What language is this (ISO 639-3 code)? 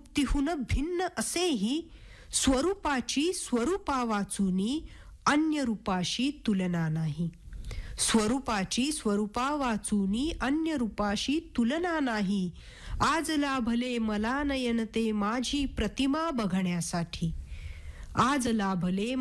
mar